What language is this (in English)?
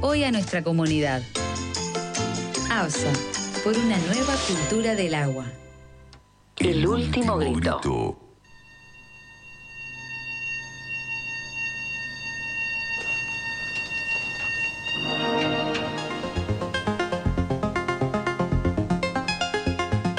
Spanish